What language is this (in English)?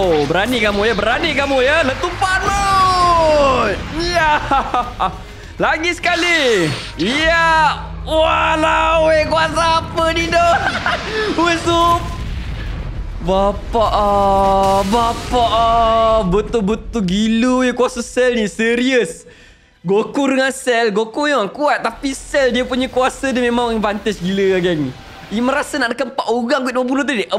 Malay